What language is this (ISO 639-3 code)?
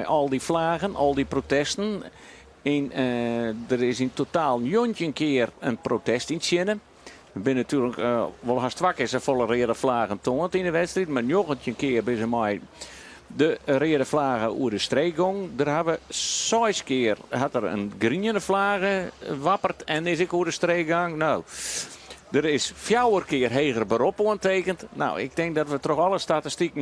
fry